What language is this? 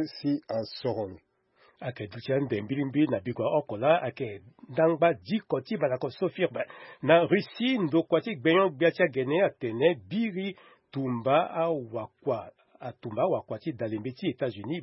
Sango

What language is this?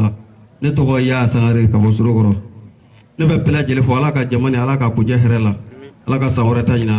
Bambara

